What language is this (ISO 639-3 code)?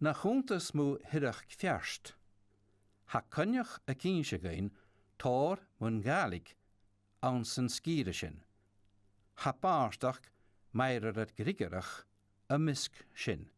gla